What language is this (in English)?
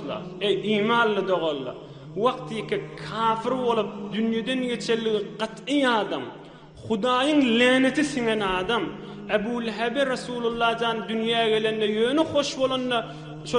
Turkmen